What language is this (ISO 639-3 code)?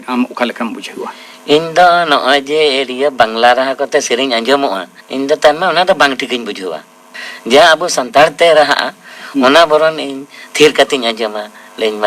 sat